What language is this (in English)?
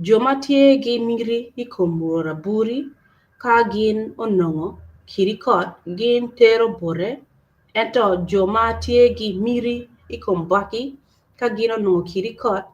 Acoli